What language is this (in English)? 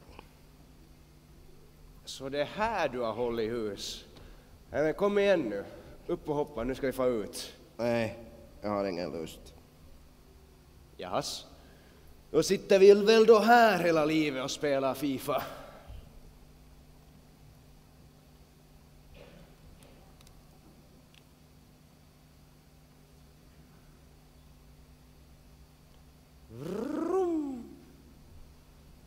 Swedish